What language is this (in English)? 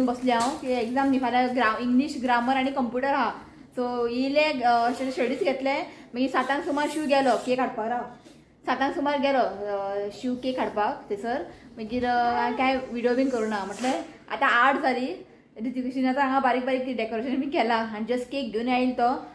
Konkani